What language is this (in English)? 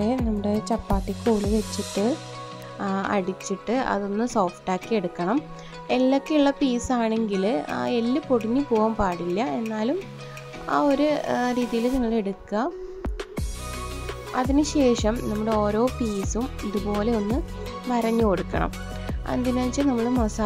Malayalam